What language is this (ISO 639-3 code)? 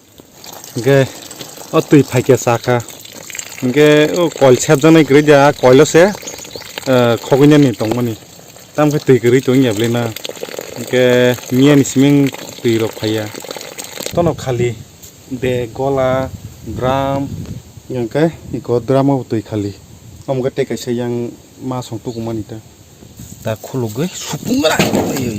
trp